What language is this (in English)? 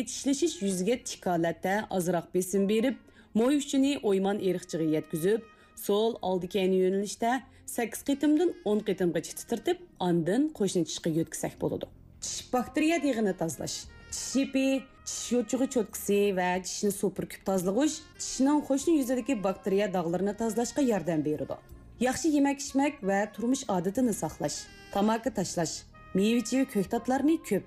Uyghur